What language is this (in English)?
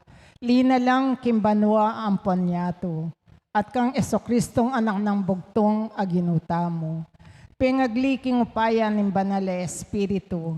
Pampanga